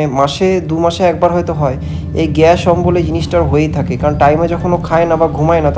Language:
Bangla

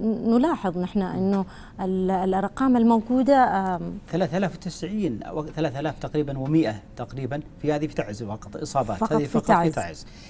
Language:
Arabic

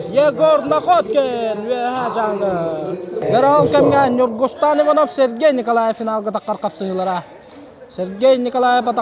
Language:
Yakut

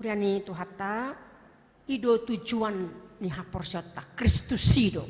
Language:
Batak Toba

